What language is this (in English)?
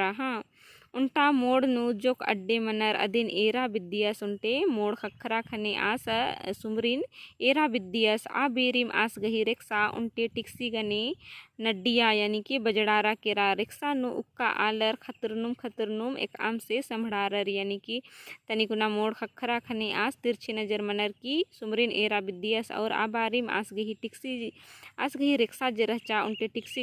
Kurukh